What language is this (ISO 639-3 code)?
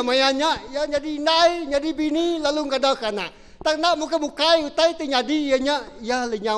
iba